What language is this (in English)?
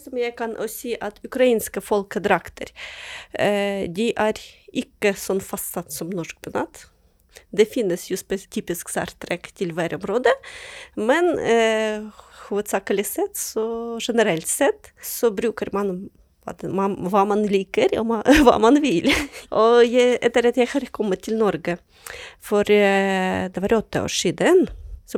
Norwegian